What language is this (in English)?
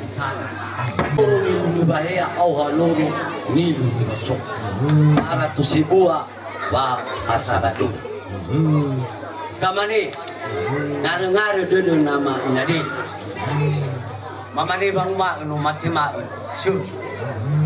Nias